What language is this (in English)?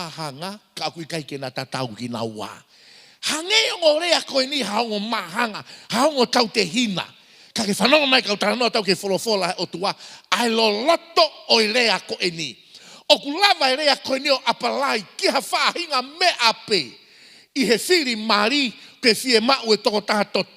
Tongan